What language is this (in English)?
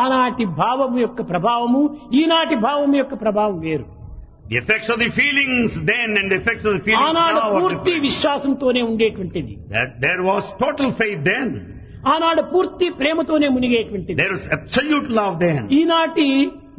Telugu